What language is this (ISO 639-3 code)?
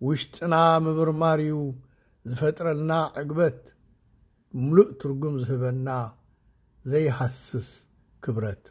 tir